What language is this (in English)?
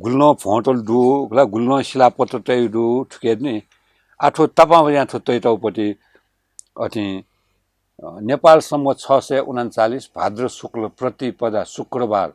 Newari